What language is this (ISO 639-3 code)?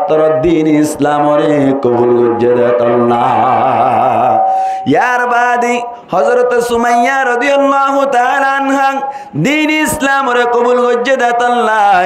rhg